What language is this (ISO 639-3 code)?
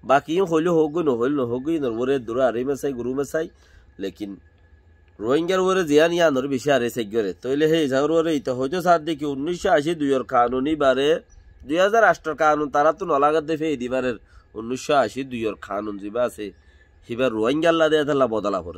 rhg